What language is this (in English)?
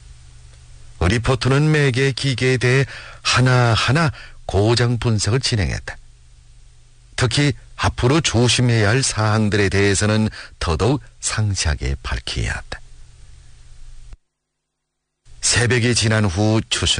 Korean